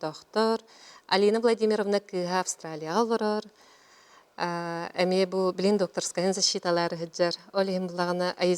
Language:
Yakut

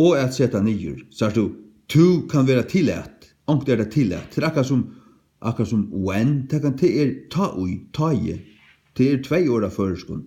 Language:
Faroese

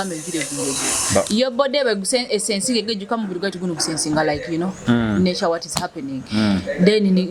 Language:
Nyoro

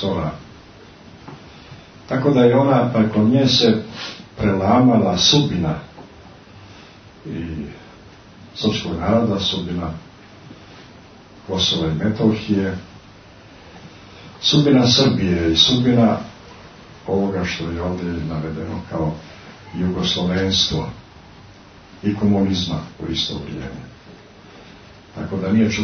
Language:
Serbian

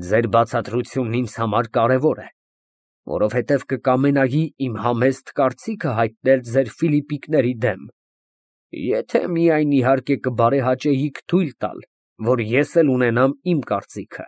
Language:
Armenian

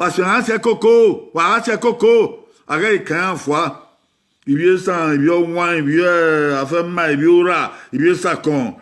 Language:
Bini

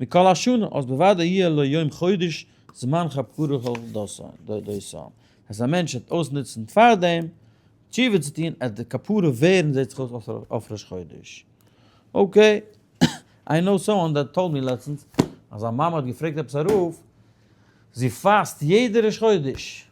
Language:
Yiddish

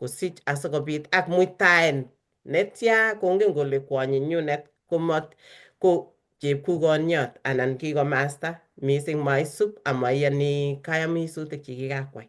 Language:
Kalenjin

